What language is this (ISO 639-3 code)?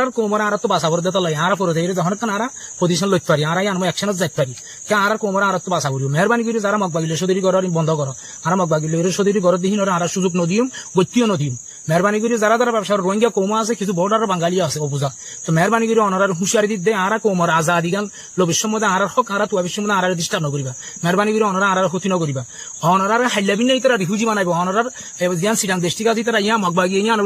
rhg